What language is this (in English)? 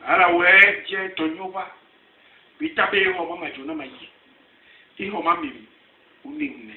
Basaa